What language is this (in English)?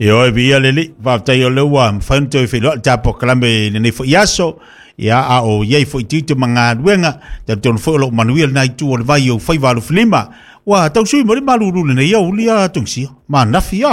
Samoan